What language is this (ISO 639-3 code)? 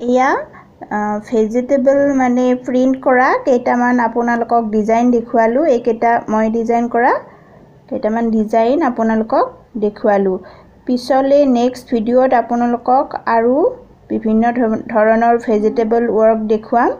asm